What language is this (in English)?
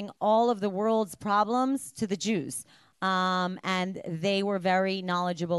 English